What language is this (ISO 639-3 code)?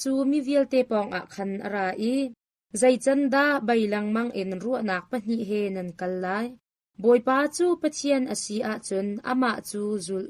cnh